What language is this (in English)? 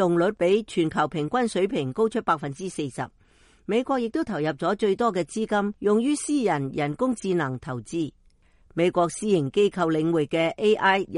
Cantonese